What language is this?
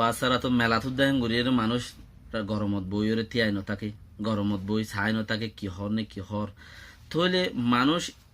Rohingya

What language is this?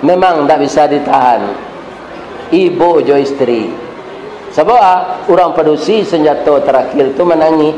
Minangkabau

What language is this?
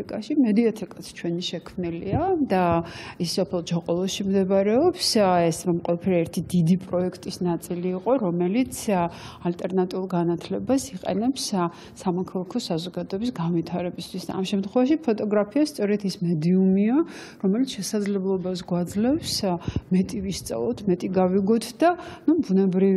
Georgian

